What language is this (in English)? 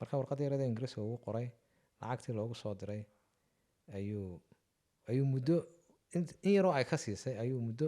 Somali